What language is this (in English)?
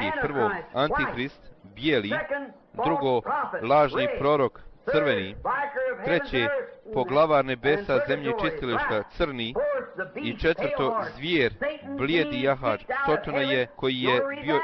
Bosnian